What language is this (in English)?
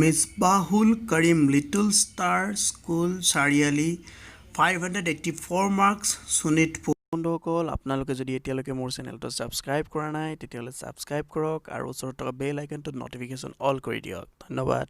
Assamese